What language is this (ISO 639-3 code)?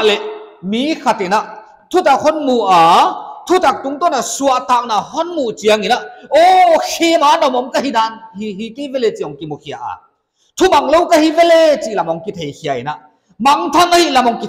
pck